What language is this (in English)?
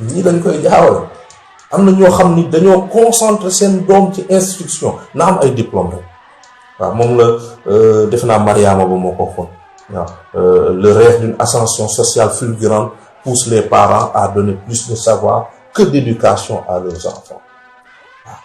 Wolof